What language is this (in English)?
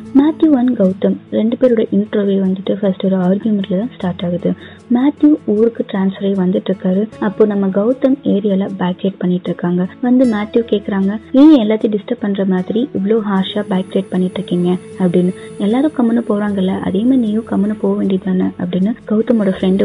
Tamil